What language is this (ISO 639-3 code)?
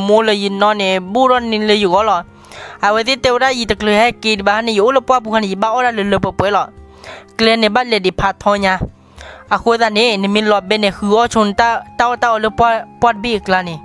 ksw